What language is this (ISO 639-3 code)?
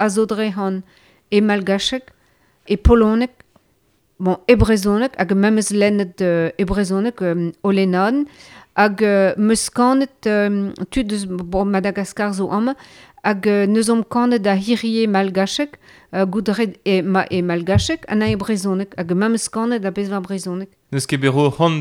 bre